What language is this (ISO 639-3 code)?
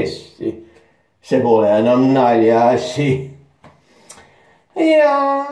est